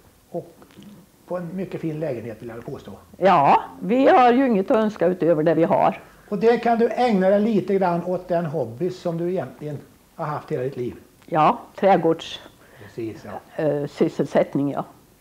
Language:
Swedish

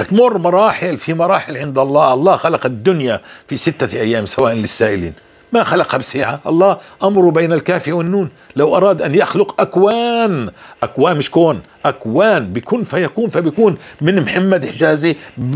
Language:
North Levantine Arabic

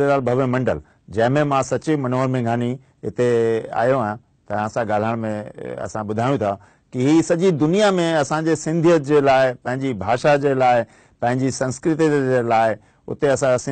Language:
Sindhi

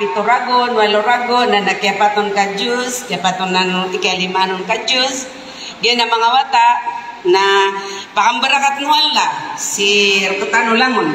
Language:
Maranao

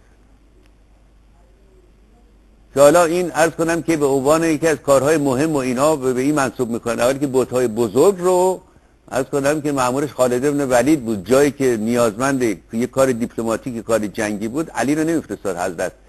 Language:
Persian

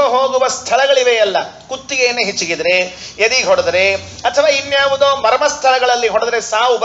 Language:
Kannada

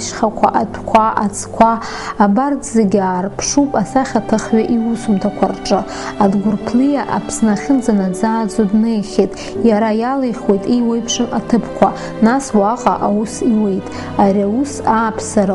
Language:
Abkhazian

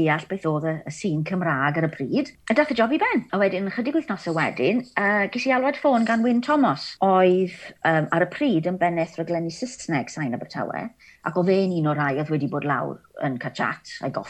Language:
Welsh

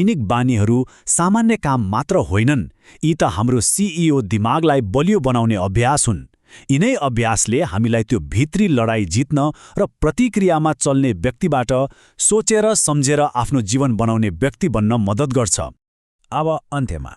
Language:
Nepali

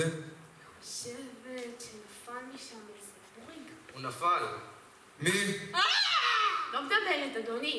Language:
Hebrew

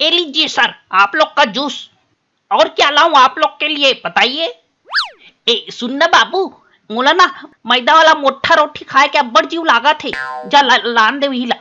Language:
Chhattisgarhi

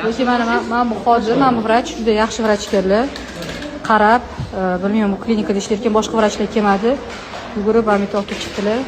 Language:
Uzbek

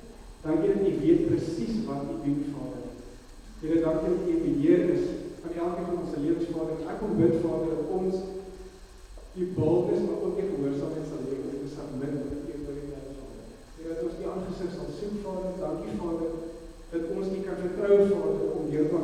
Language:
Afrikaans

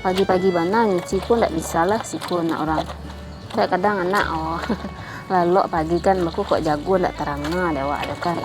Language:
Minangkabau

